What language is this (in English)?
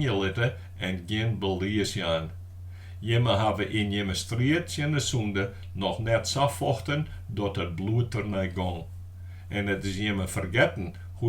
Western Frisian